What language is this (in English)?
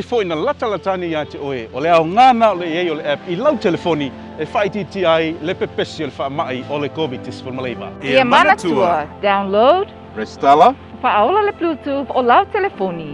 Samoan